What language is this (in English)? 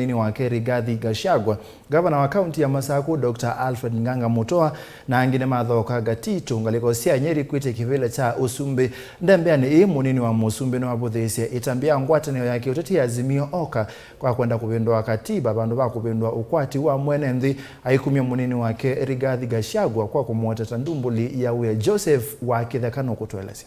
Kamba